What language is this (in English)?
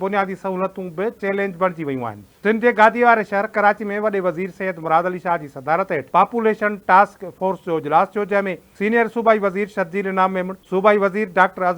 Sindhi